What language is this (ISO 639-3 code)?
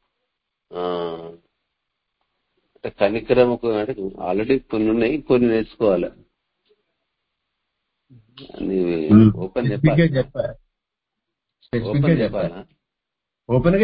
tel